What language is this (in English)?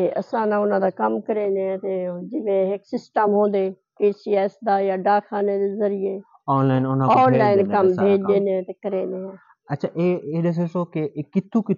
Saraiki